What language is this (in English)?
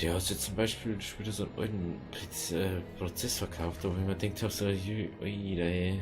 Bavarian